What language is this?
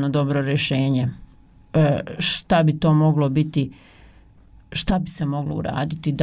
Bosnian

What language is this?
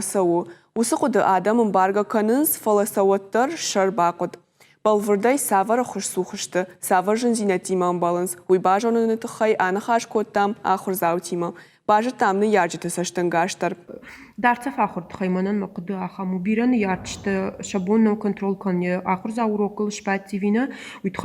Ossetic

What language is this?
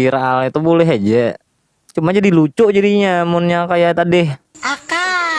Banjar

